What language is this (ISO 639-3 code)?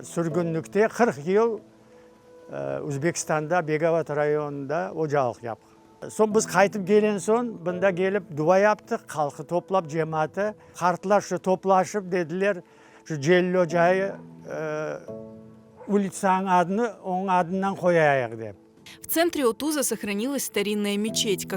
crh